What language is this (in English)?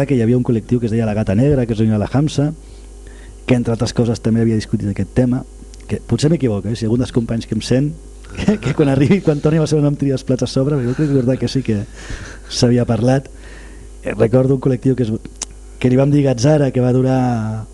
Catalan